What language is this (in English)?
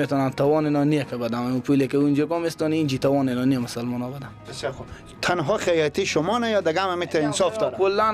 Persian